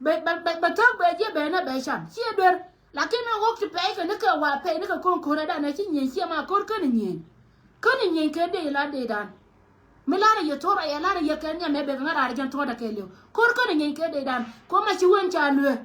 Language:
Nuer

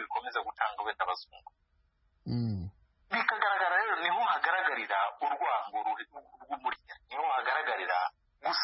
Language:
Kinyarwanda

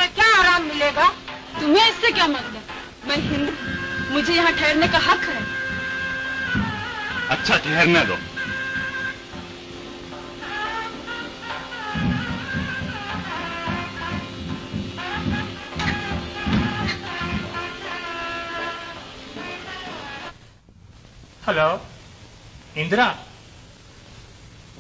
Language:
Hindi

